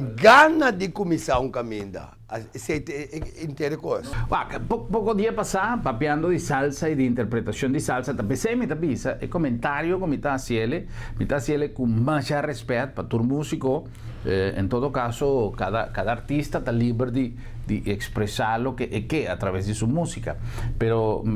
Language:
Papiamento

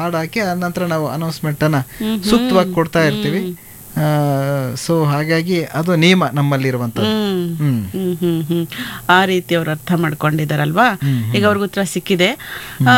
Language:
Kannada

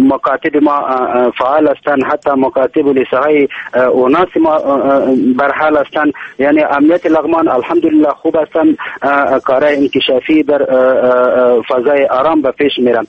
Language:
Persian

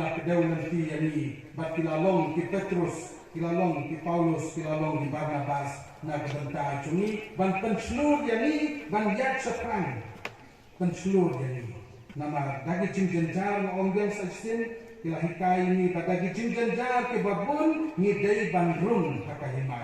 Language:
Khasi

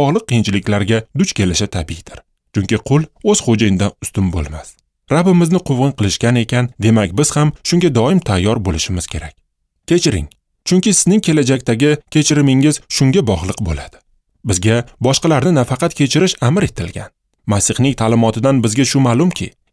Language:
Uzbek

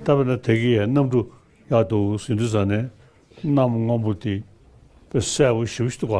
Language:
Tibetan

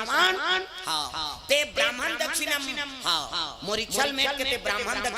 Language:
Chhattisgarhi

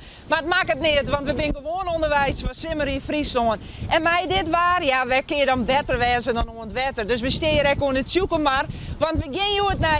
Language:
Western Frisian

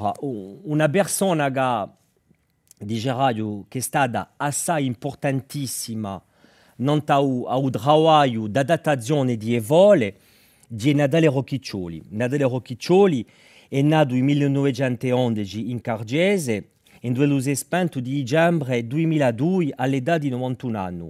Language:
Corsican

